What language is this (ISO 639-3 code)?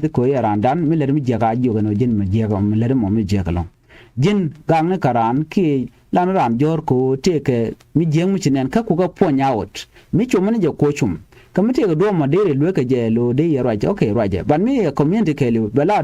nus